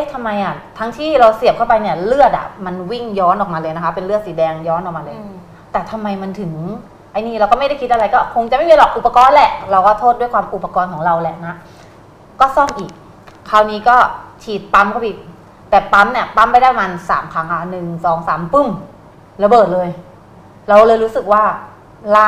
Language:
Thai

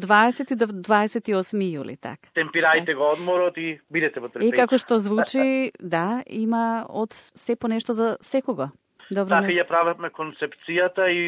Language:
Macedonian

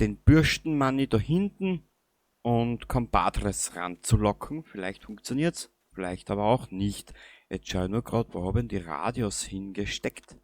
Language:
Bavarian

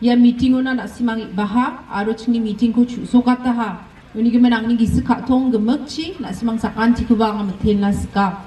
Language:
Garo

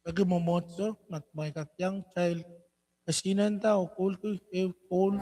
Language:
Pohnpeian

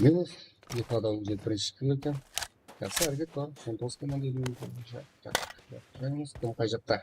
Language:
Kara-Kalpak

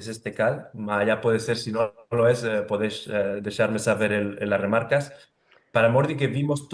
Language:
Ladino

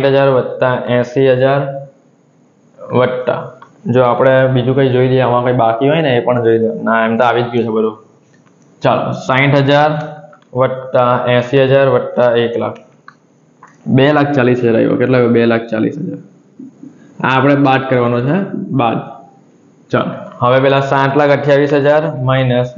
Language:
Gujarati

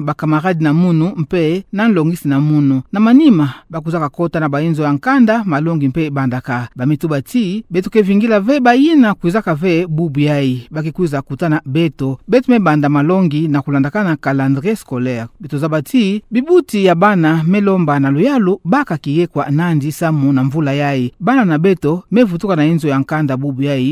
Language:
Kituba (Democratic Republic of Congo)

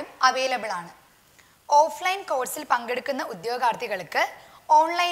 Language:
Malayalam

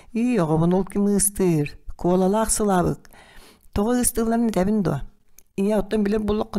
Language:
Yakut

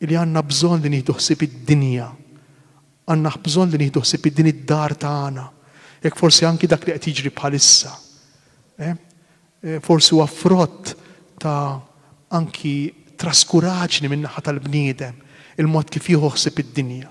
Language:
Maltese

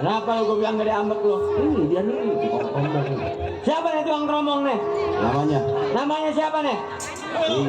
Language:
Betawi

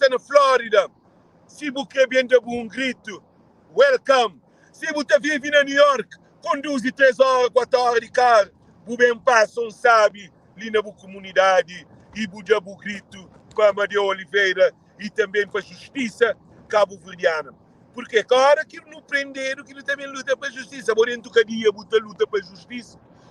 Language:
Kabuverdianu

